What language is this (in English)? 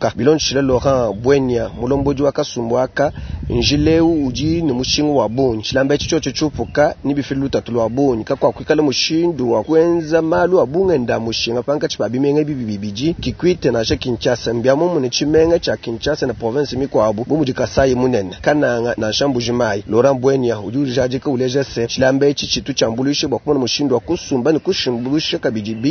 Luba-Lulua